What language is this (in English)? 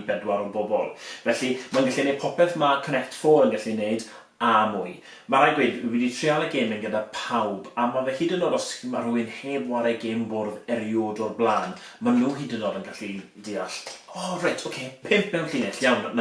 Welsh